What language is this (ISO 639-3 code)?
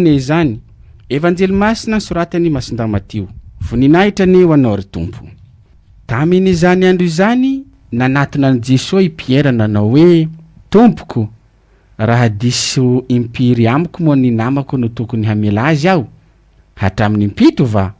mlg